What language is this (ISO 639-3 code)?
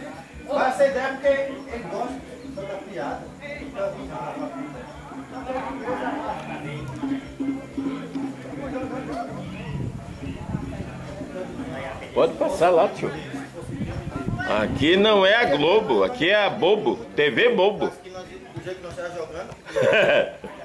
por